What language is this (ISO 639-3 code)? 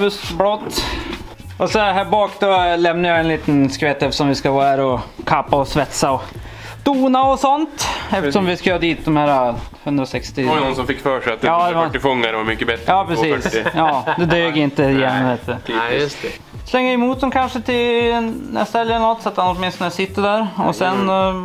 swe